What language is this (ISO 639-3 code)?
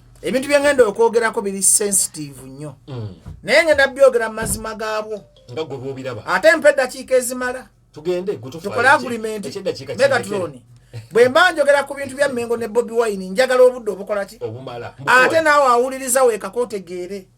lug